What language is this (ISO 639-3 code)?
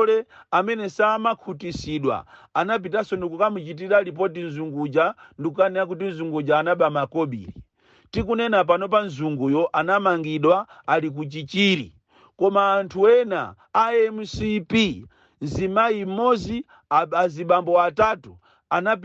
nya